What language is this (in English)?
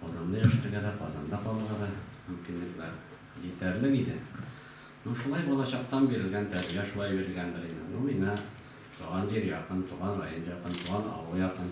Tatar